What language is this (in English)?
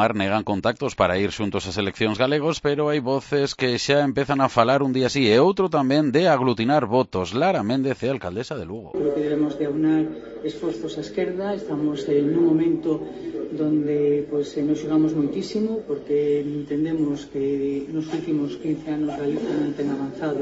Galician